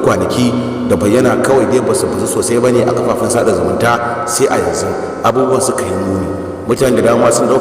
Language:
Hausa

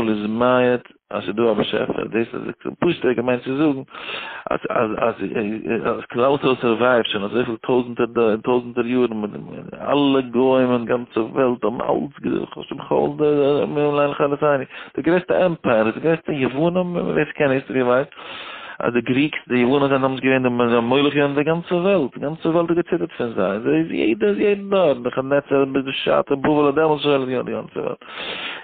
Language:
Yiddish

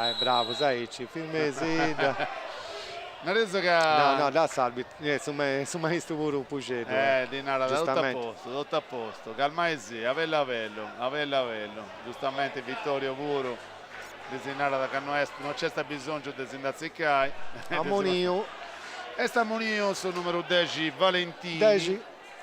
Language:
Sardinian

